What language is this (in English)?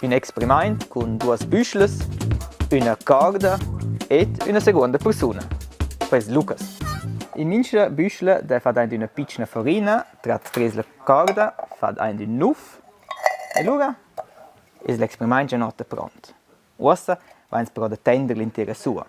Romansh